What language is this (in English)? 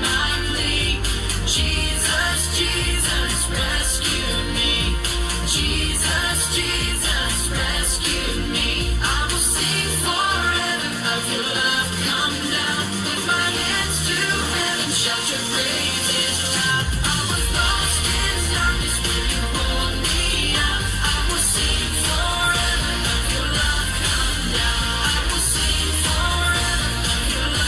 Tangkhul Naga (India)